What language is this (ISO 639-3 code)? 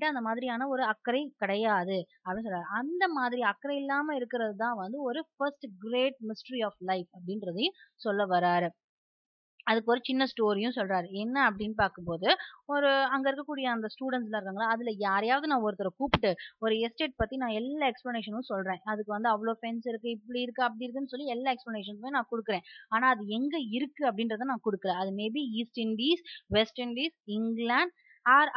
tam